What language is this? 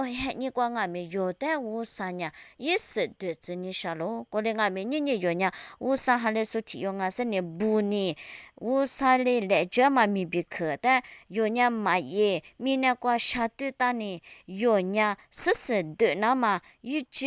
Lisu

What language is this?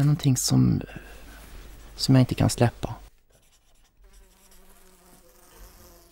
Swedish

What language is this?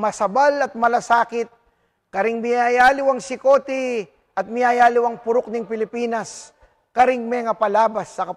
Pampanga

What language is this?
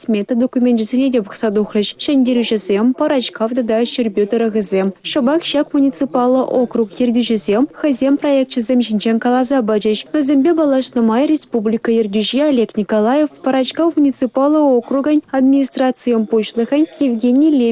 Chuvash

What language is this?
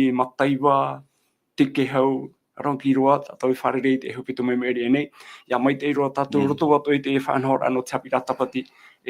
Tahitian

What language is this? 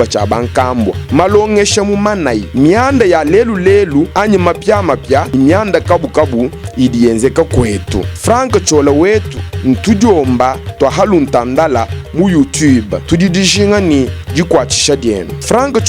Luba-Lulua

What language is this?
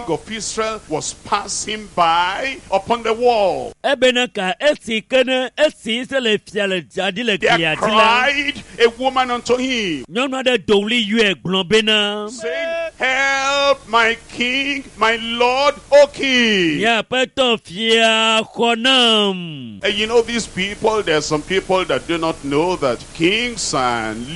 Ewe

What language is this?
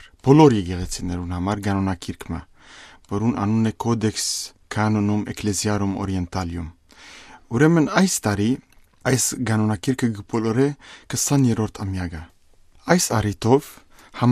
Western Armenian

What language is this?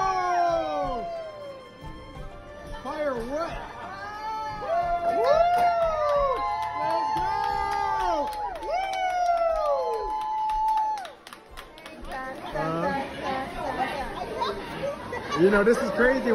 English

